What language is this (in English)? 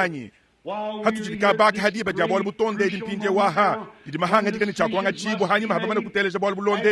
Luba-Lulua